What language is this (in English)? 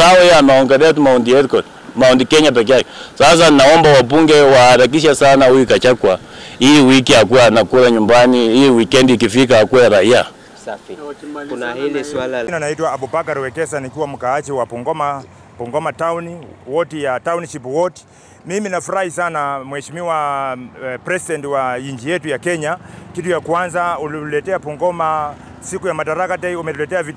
Swahili